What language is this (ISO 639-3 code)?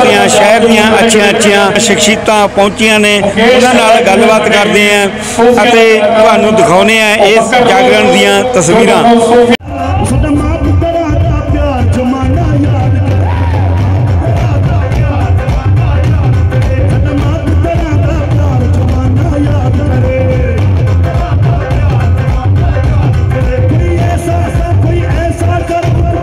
pan